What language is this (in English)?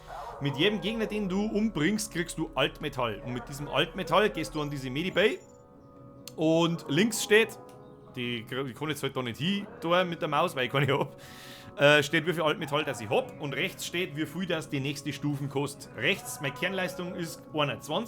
Bavarian